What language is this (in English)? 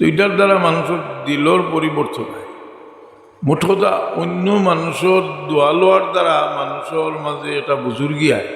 Sylheti